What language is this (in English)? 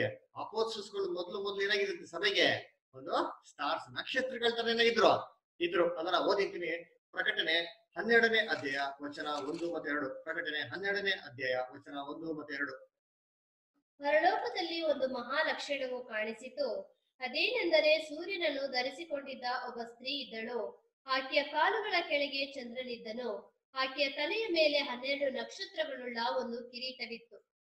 Kannada